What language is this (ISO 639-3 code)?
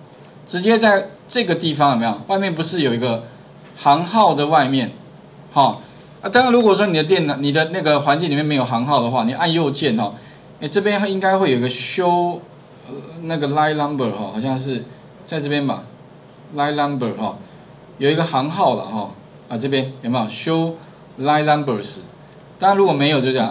zho